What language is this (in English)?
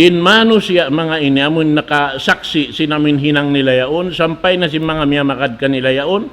Tausug